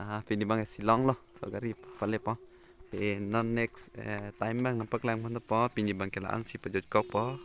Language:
Karbi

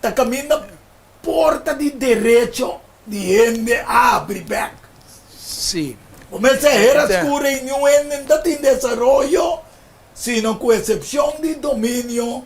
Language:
Papiamento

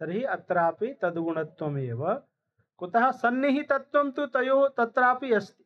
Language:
Sanskrit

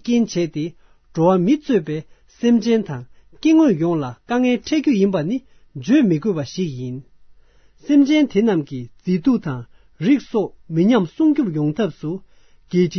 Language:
Tibetan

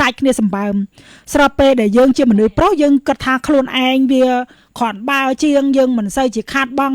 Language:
Khmer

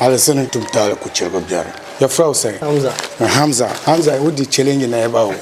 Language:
Akan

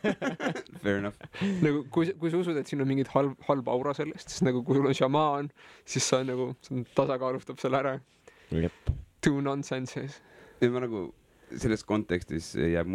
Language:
Estonian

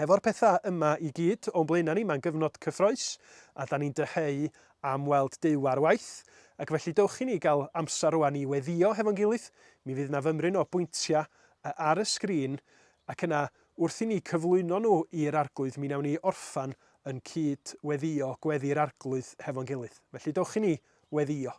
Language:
Welsh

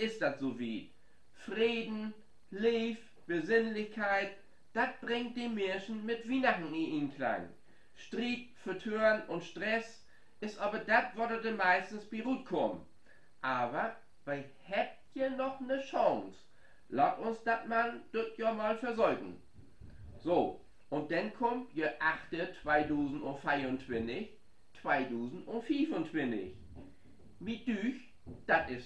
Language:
Low German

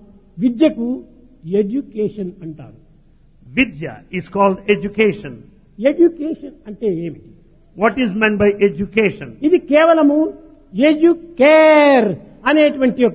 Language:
Telugu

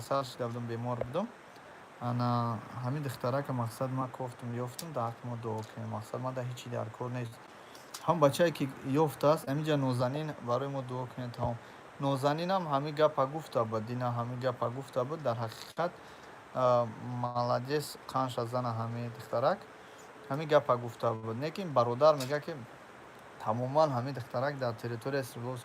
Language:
Tajik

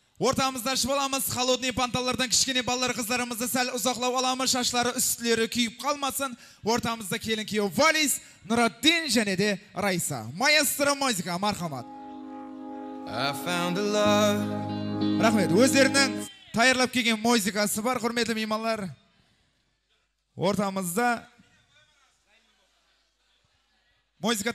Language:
Kazakh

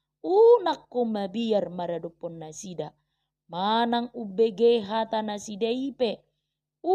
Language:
Batak Toba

